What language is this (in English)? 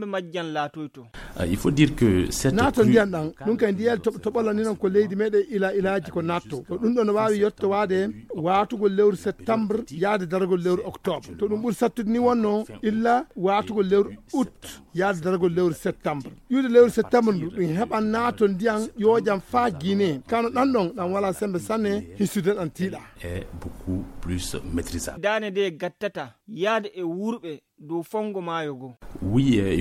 Fula